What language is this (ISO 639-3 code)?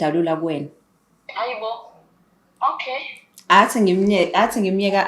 zul